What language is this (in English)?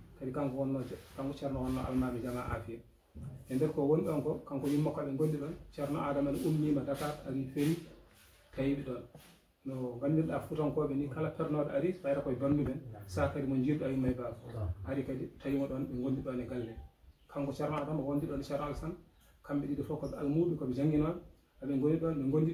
Fula